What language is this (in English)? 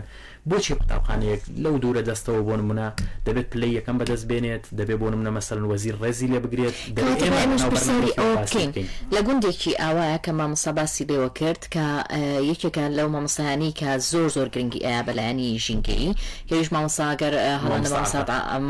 Central Kurdish